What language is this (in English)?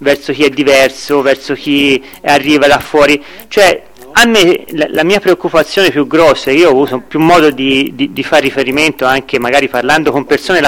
Italian